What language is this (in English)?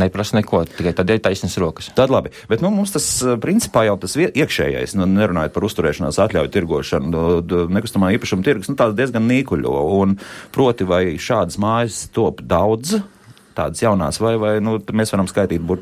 Latvian